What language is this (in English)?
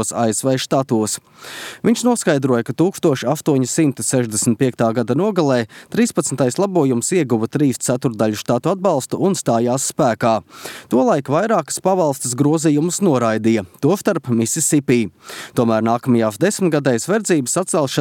Latvian